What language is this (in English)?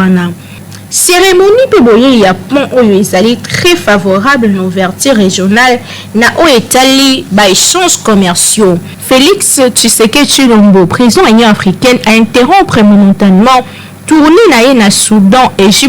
Lingala